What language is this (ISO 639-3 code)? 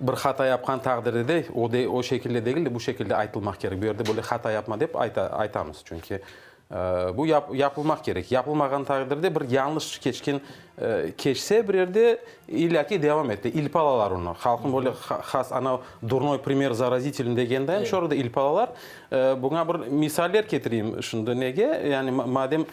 crh